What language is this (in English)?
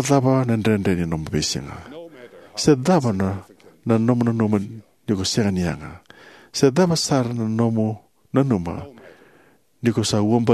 Fijian